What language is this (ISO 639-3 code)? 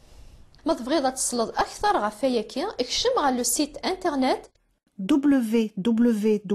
kab